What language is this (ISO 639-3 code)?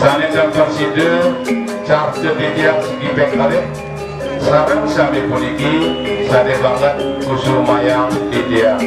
ban